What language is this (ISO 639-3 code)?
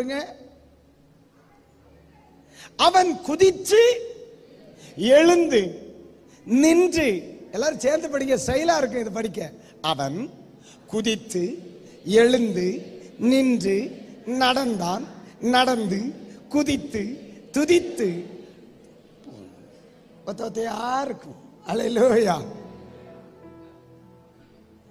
tam